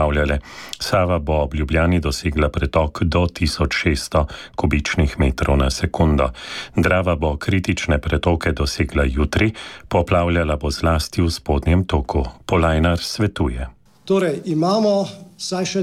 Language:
Slovenian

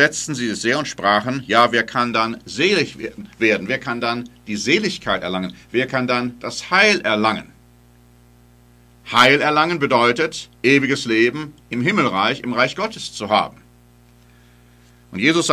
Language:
German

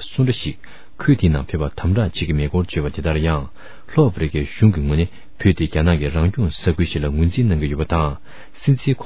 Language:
Tibetan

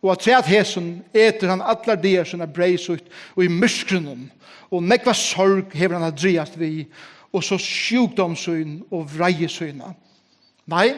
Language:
Faroese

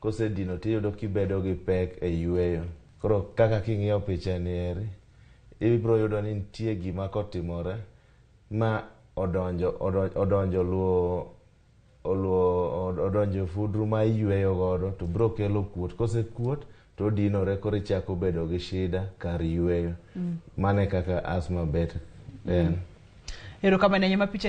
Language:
Luo (Kenya and Tanzania)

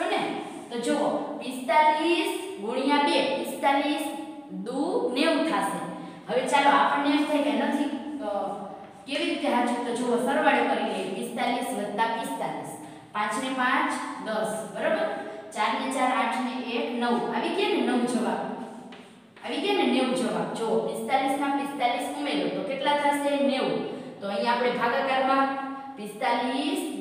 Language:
Gujarati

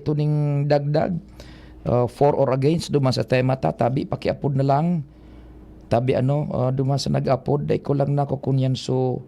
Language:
Bikol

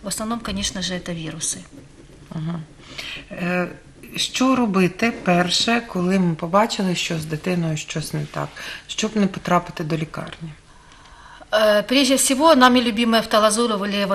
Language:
Ukrainian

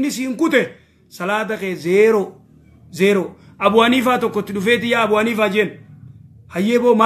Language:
Oromo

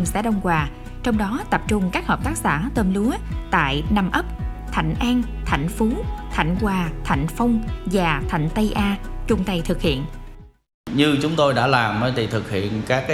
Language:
Vietnamese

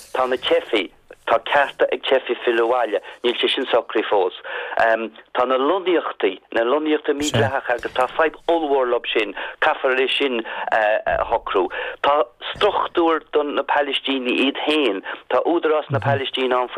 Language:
Irish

